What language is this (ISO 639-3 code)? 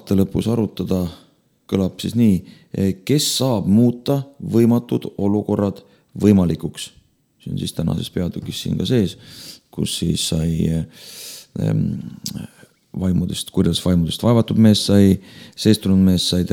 est